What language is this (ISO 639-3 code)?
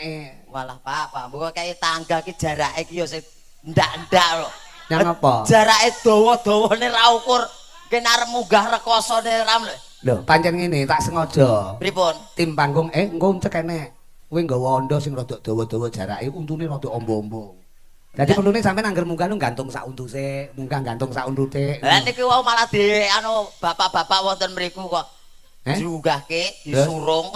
jav